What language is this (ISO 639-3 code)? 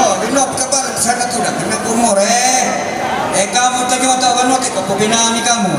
sda